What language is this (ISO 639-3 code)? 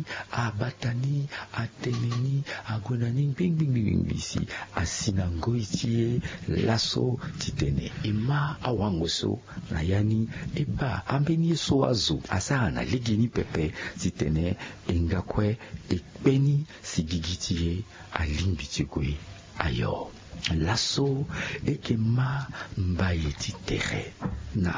sag